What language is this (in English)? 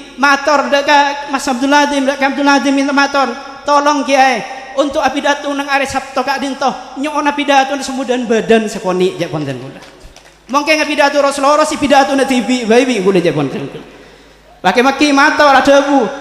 Madurese